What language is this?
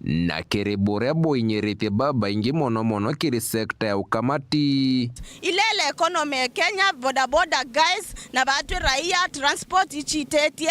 Meru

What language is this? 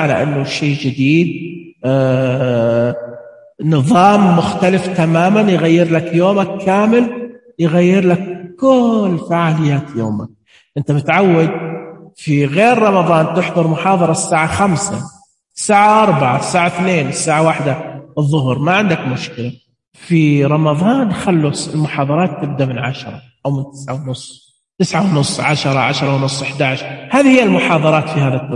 Najdi Arabic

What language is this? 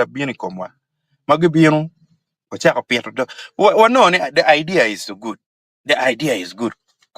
Acoli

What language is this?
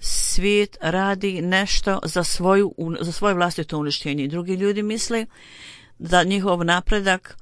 Bosnian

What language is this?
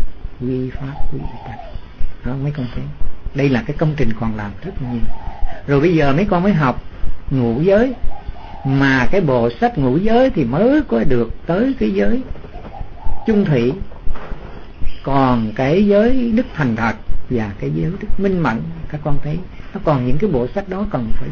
Vietnamese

